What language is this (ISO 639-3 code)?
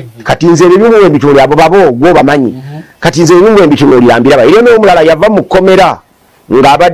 lug